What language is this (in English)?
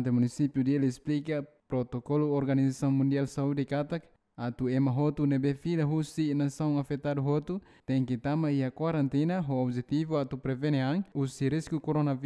Tetum